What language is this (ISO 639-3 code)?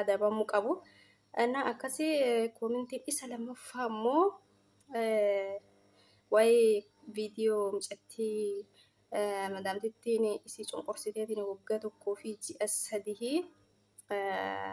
orm